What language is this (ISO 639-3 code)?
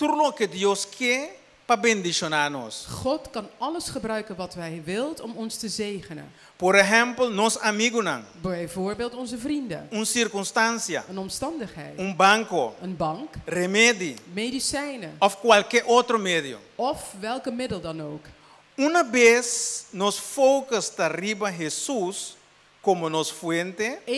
pap